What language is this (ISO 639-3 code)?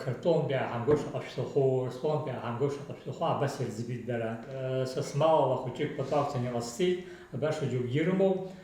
abk